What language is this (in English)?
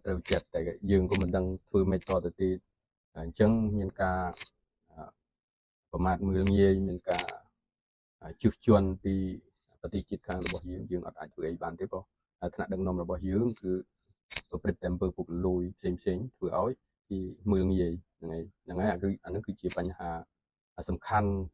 Khmer